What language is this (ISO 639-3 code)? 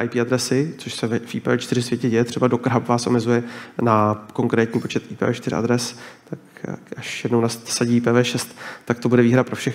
ces